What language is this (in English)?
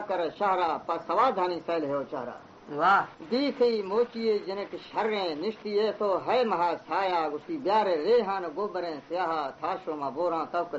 Baluchi